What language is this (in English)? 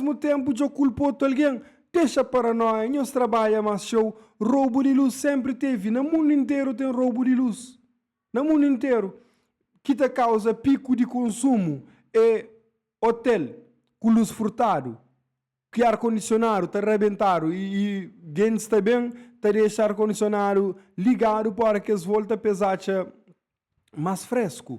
Kabuverdianu